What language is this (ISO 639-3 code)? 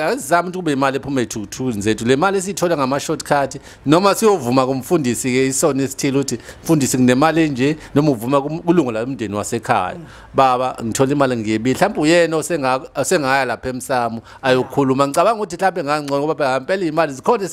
zul